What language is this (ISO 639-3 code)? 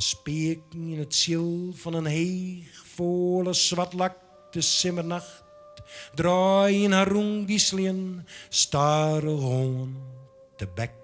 fry